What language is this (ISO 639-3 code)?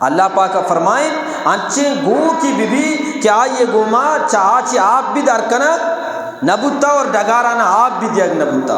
bgp